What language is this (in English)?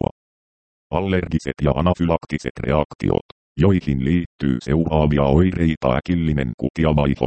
Finnish